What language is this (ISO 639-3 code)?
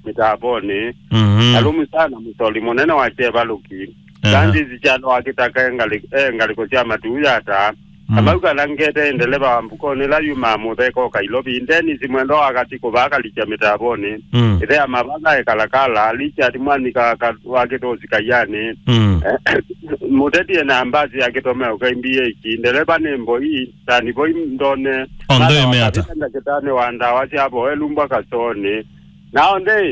kam